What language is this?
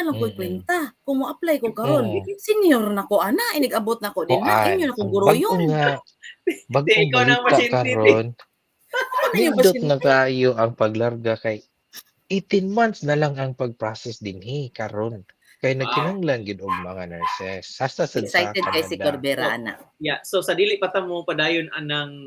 Cebuano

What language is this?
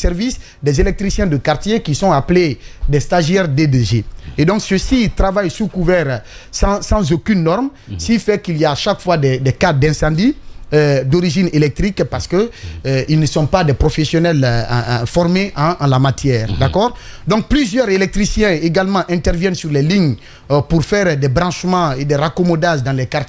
French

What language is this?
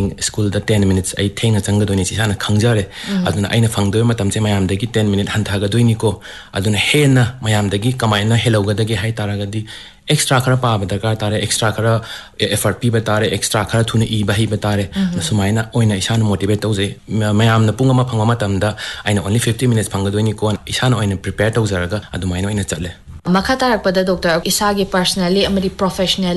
Manipuri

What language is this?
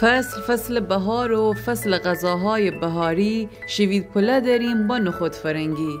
Gilaki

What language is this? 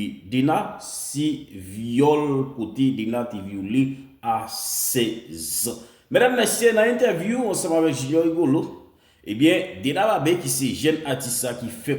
Haitian Creole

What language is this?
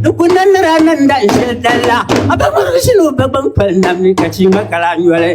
Dagbani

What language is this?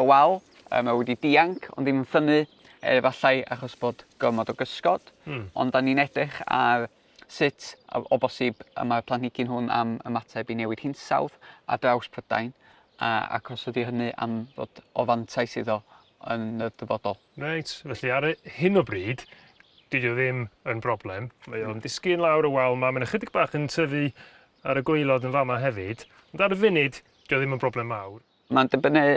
Welsh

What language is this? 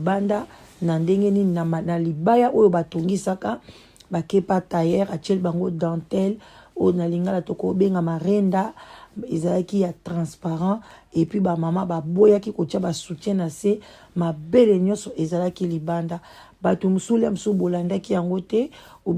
Lingala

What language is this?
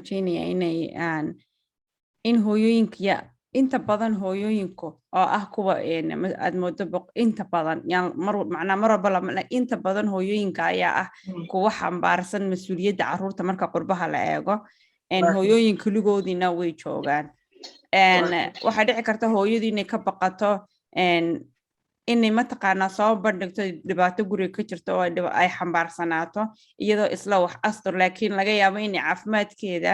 Somali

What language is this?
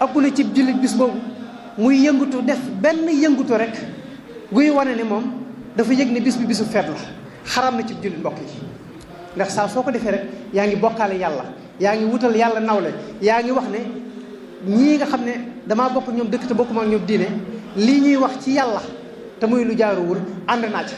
Wolof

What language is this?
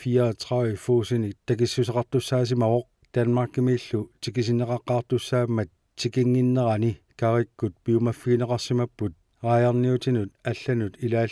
Kalaallisut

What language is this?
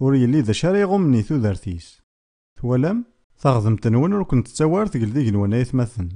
Kabyle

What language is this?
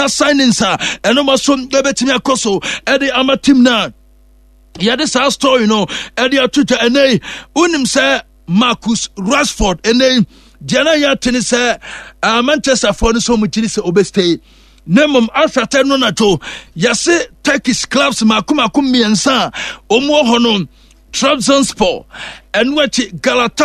Akan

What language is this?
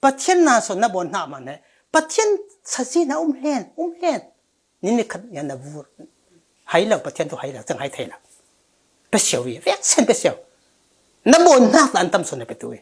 Falam Chin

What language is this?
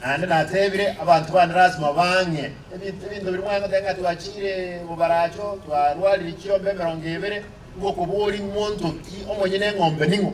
Gusii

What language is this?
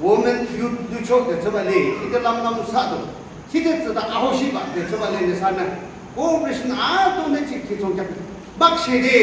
Yimchungru Naga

